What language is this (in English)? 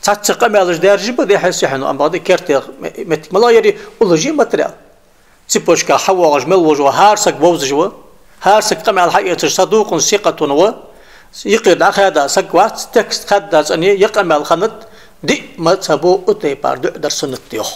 Ingush